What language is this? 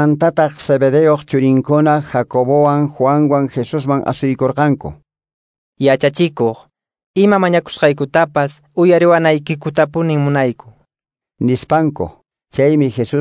Quechua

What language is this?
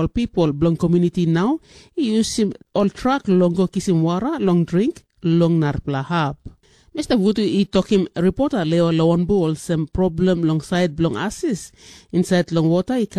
Tok Pisin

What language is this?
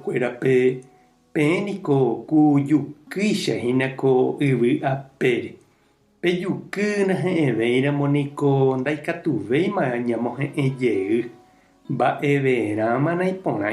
Guarani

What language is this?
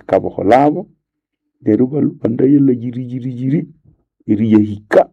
Nande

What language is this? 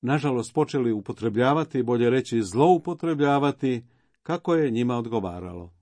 Croatian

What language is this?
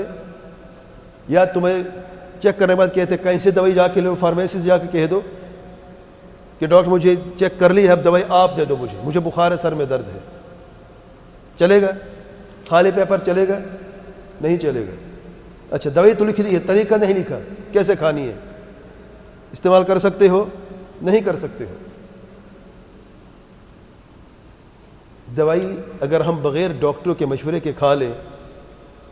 Urdu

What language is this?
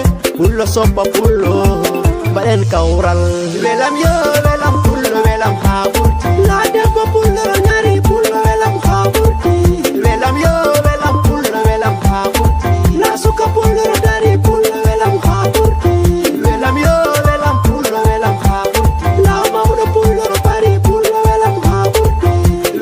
Nigerian Fulfulde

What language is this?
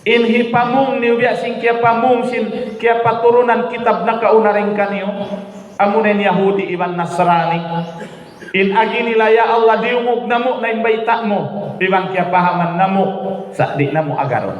Tausug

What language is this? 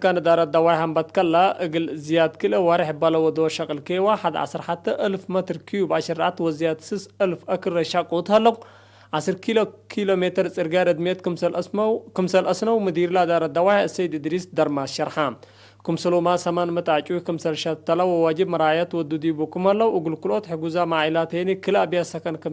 Tigre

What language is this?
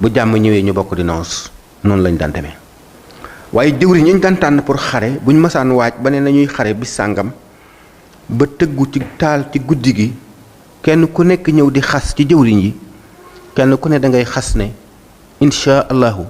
Wolof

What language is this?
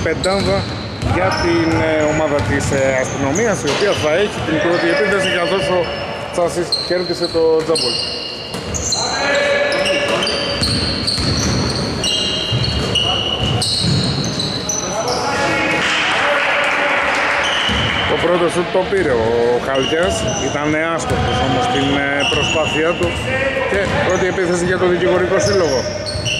Greek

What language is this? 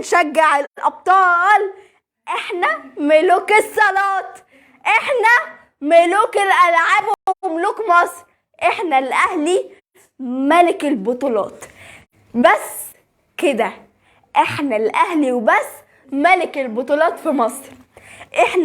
Egyptian Arabic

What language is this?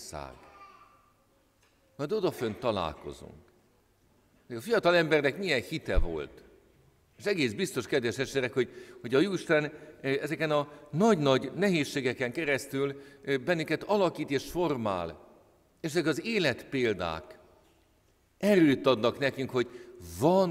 Hungarian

